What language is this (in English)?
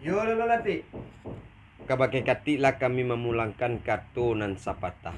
Minangkabau